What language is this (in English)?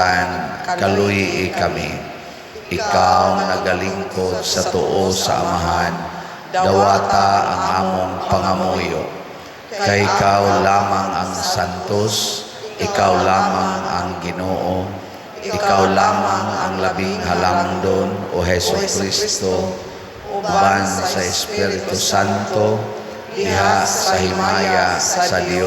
Cebuano